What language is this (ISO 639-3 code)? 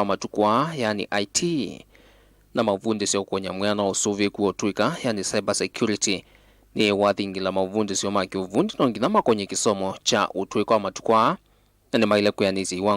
kam